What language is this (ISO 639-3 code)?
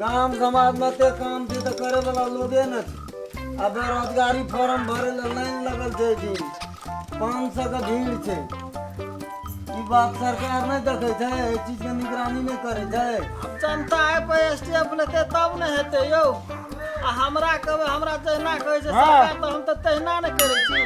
mai